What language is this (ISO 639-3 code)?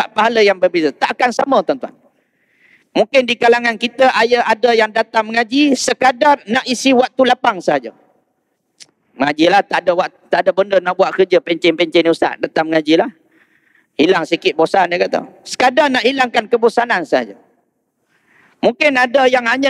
msa